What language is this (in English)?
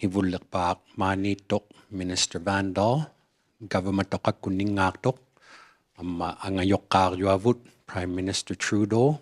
Inuktitut